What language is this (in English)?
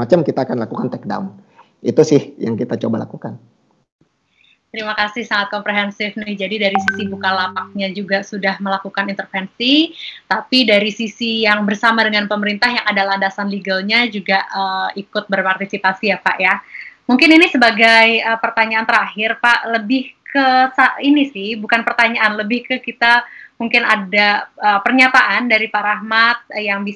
Indonesian